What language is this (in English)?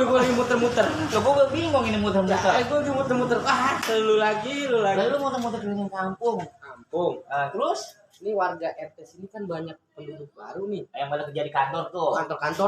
Betawi